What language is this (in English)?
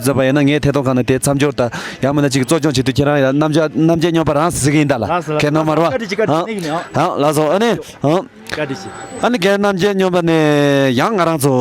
Tibetan